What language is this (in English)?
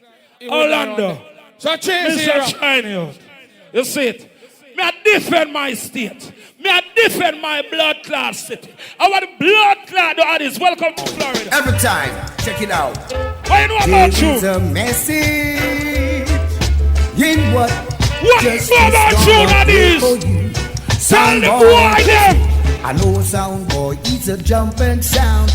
Jamaican Creole English